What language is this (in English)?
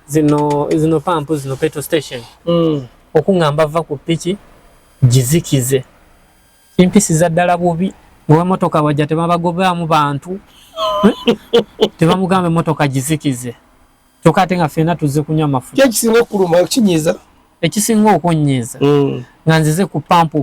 Ganda